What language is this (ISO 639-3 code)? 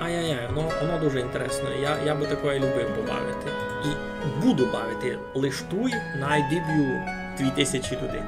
rue